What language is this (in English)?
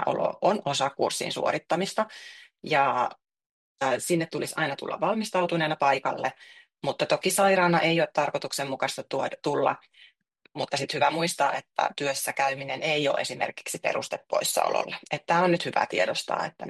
Finnish